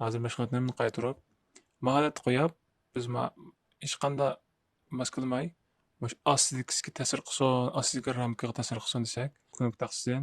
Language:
Uyghur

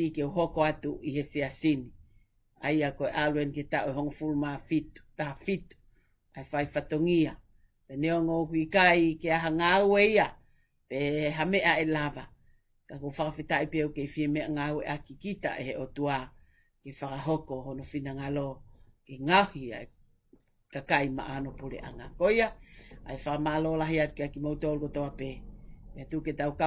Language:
Tongan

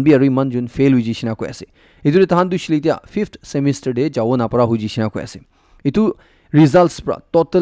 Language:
Naga Pidgin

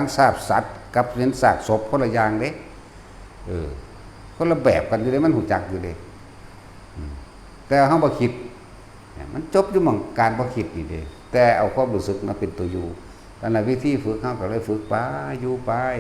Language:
Lao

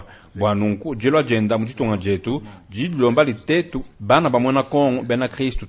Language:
Luba-Lulua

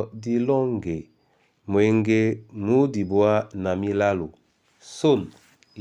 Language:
Duala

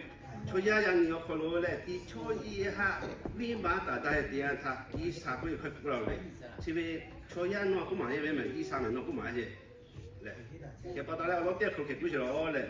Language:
Lahu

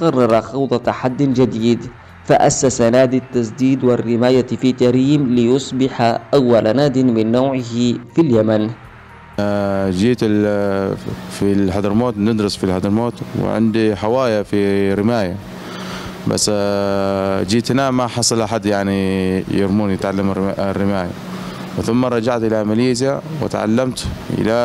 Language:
Arabic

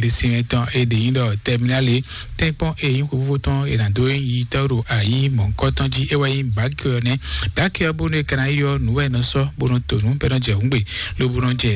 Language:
Fon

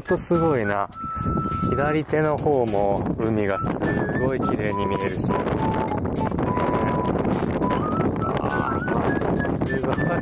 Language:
Japanese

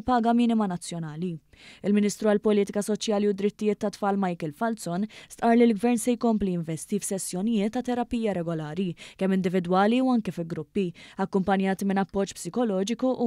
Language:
Maltese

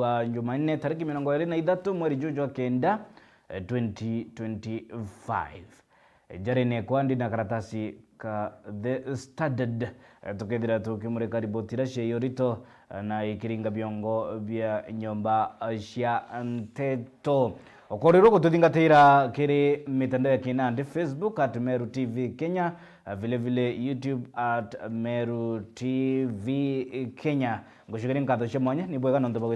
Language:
Meru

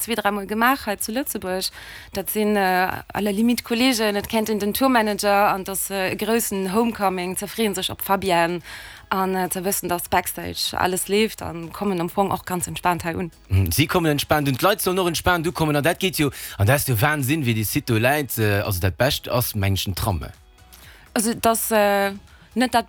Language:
Luxembourgish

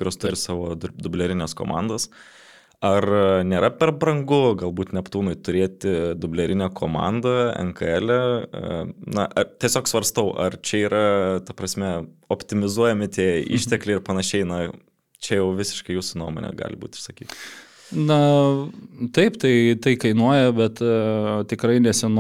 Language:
Lithuanian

